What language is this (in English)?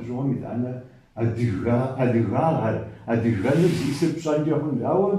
Kabardian